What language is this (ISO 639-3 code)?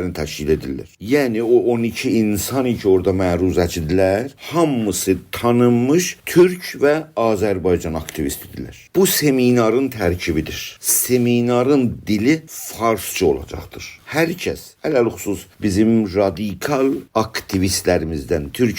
azb